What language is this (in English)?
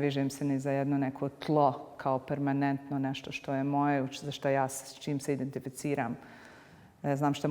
Bosnian